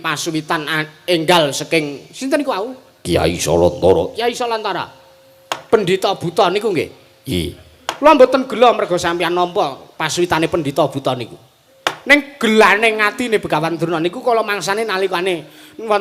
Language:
Javanese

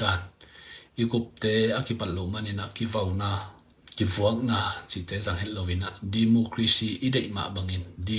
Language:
Tedim Chin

